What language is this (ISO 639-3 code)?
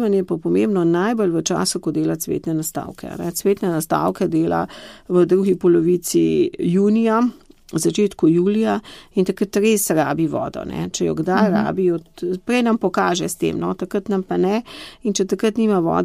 slv